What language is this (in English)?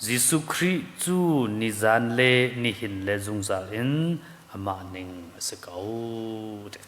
Hakha Chin